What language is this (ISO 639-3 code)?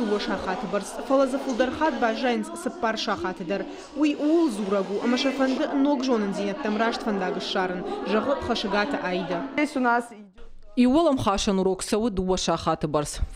oss